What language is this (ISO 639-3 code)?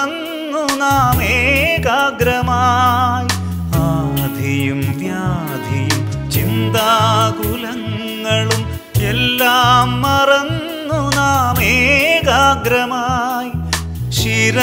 mal